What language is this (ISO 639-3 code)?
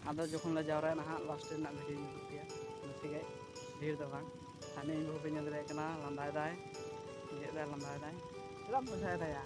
sat